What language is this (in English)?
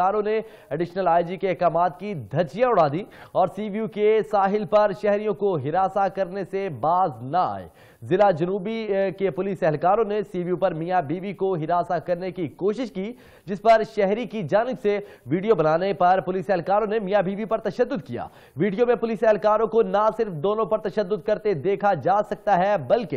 Urdu